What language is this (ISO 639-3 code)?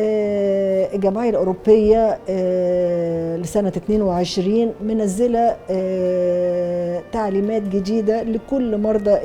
arz